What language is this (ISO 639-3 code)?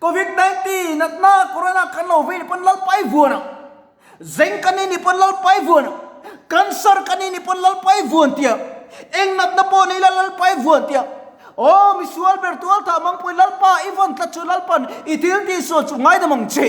lus